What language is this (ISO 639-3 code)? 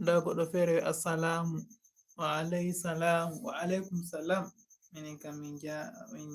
ful